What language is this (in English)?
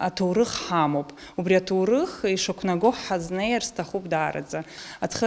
Abkhazian